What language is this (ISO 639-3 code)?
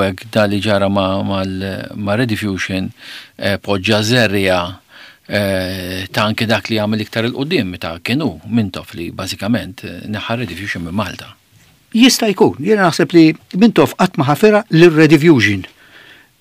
mlt